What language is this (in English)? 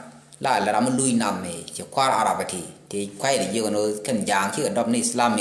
Nuer